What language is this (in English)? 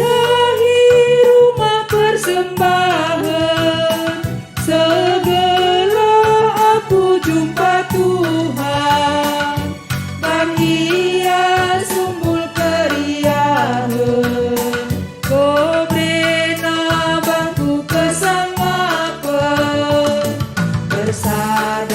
Batak Karo